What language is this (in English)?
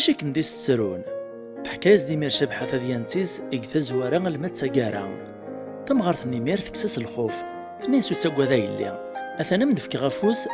Kabyle